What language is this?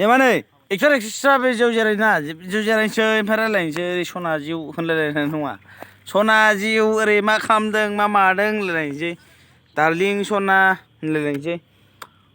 Bodo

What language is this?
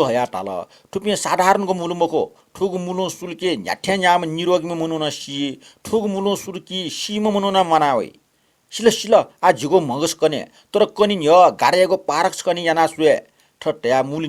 Newari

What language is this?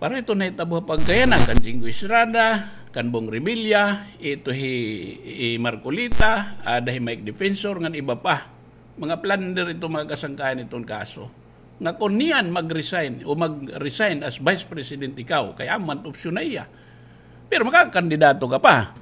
Waray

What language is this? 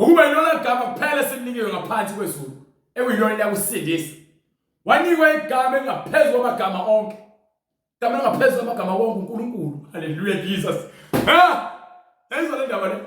Zulu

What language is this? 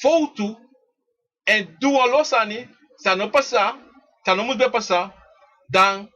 Sranan Tongo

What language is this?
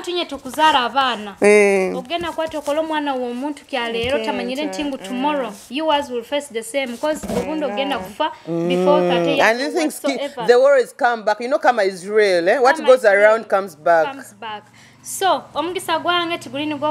Nyoro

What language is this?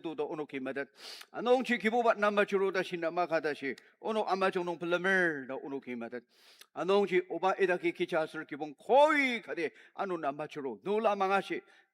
Ao Naga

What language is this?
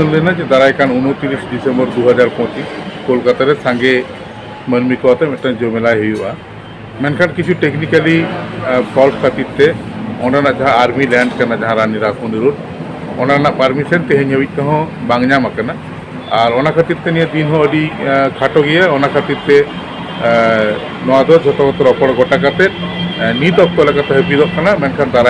Santali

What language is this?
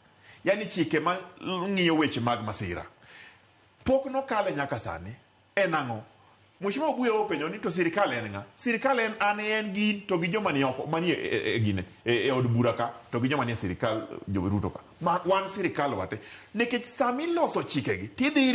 Luo (Kenya and Tanzania)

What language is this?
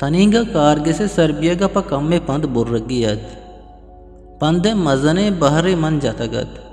Eastern Balochi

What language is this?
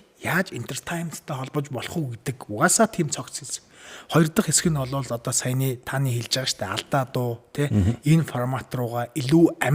Mongolian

